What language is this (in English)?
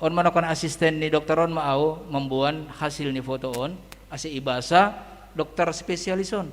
Batak Simalungun